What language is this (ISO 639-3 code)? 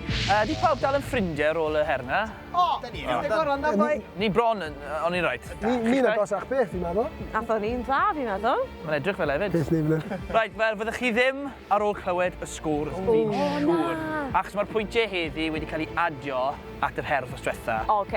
cym